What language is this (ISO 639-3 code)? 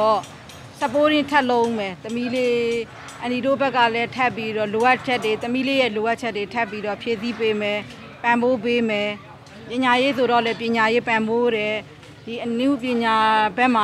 mya